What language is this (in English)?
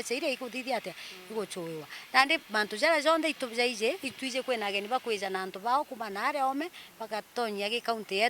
Meru